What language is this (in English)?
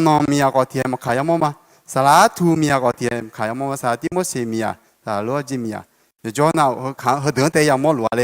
Akha